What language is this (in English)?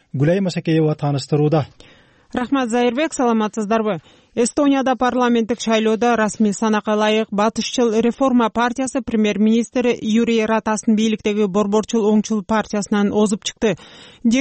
Kyrgyz